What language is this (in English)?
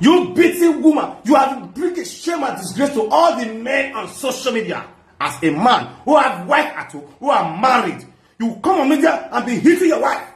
Nigerian Pidgin